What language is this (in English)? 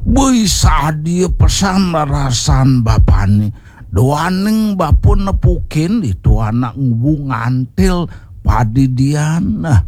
Balinese